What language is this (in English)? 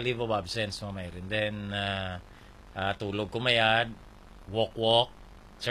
Hiligaynon